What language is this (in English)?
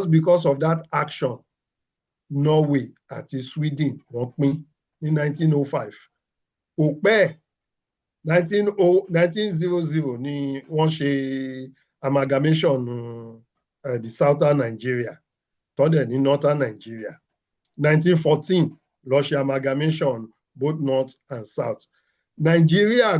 Yoruba